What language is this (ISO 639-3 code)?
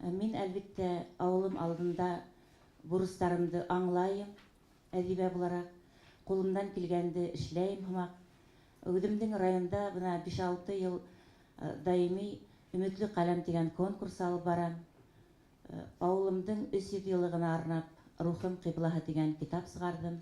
bak